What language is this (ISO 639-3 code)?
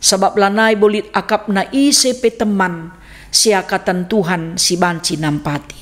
btx